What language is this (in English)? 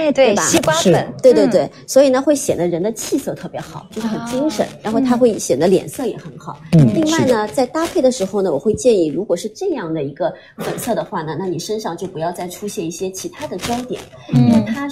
Chinese